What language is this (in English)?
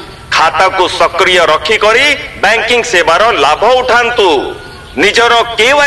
Odia